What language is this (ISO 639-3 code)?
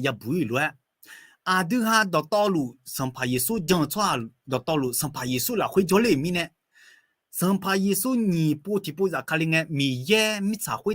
ahk